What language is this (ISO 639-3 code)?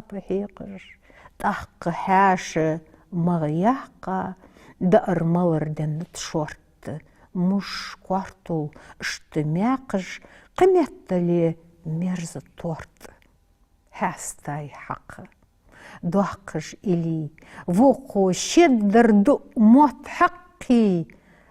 inh